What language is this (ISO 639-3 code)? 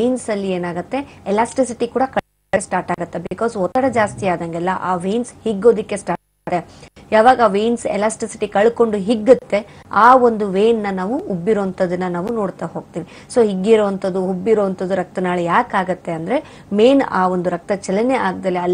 kan